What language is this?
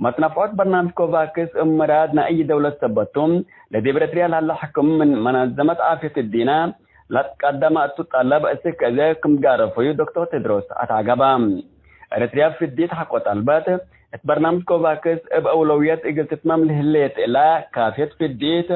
Tigre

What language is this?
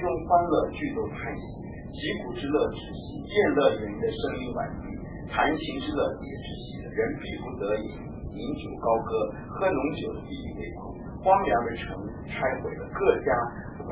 Chinese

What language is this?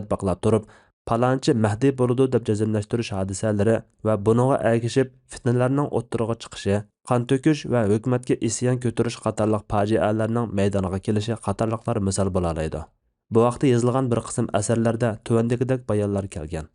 Uyghur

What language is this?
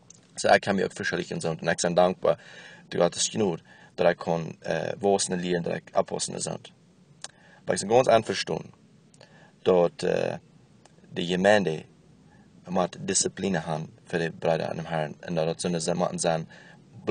Plautdietsch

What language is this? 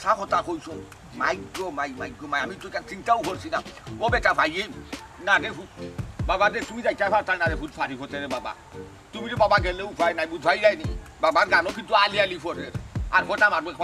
Sylheti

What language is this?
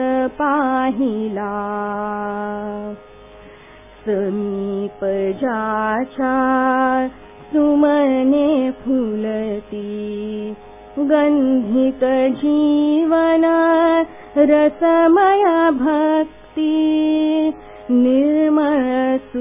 Marathi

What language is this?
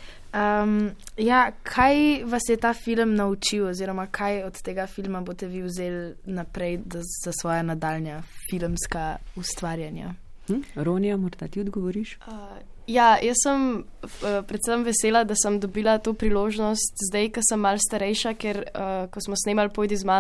Slovenian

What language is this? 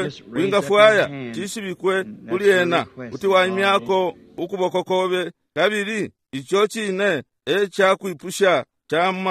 Bemba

